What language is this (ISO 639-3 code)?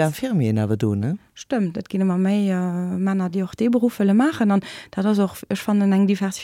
ltz